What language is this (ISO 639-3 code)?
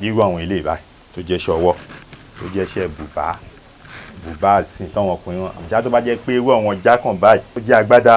yor